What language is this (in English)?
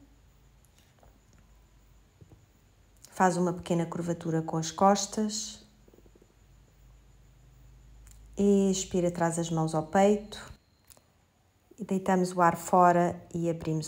Portuguese